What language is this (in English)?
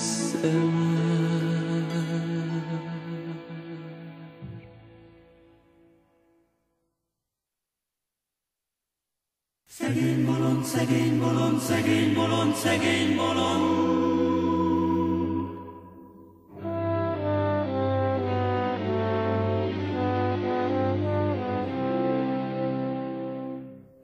Hungarian